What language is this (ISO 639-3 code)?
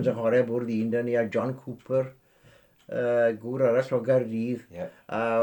cym